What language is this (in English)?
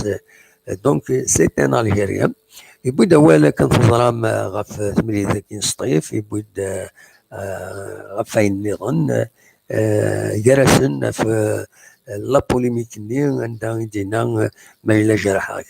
Kabyle